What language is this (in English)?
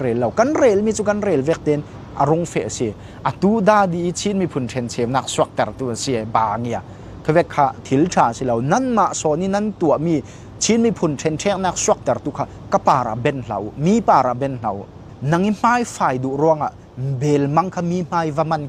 Falam Chin